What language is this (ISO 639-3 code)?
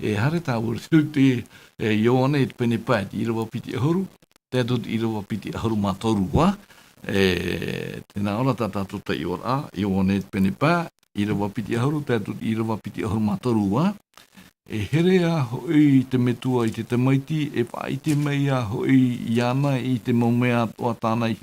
tah